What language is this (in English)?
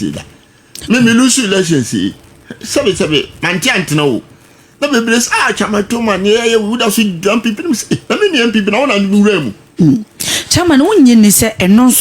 Akan